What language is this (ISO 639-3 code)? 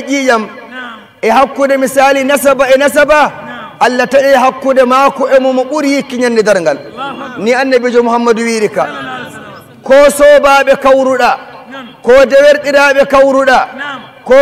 fuv